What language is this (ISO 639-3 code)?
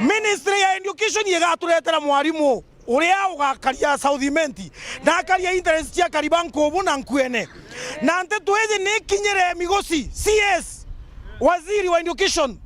mer